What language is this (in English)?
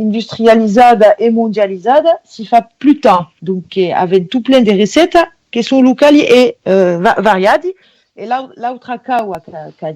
Occitan